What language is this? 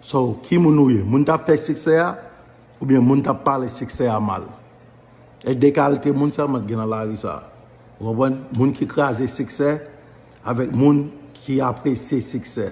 Haitian Creole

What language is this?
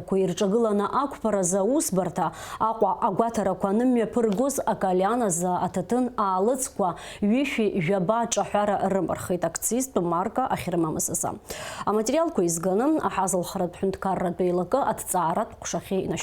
Abkhazian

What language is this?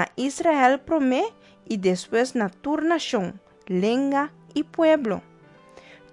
Papiamento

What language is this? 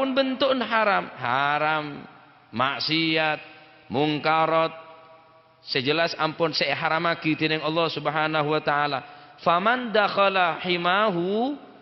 Madurese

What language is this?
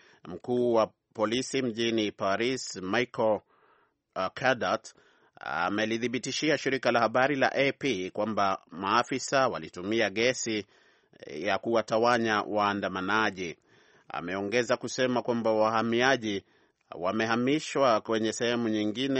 Swahili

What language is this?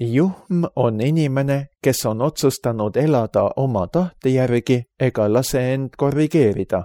Estonian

